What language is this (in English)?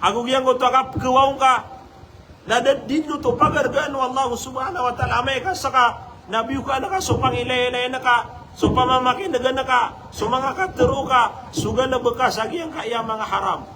Maranao